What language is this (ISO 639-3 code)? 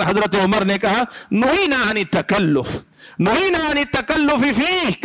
urd